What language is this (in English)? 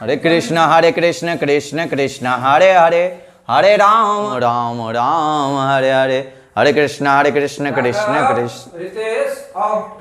Maithili